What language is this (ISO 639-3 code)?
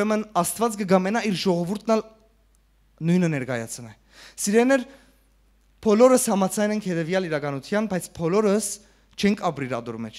hyw